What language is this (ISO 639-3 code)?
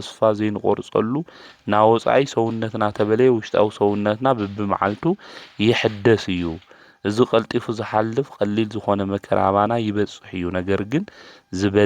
tir